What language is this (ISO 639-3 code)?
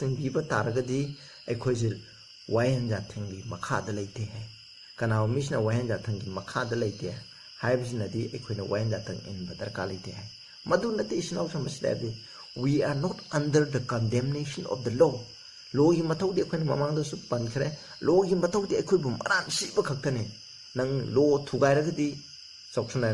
mni